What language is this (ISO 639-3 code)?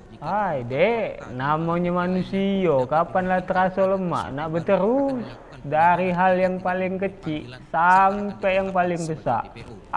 mui